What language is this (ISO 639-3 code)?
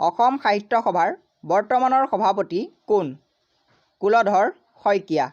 asm